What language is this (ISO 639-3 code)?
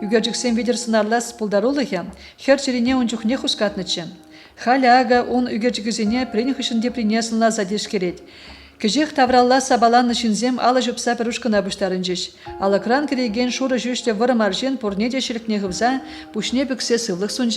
chv